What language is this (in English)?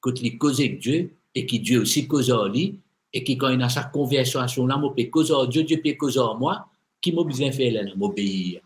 Morisyen